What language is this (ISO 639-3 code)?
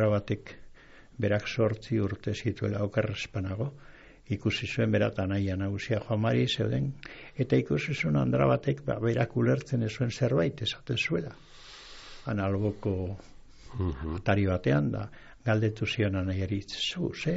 eus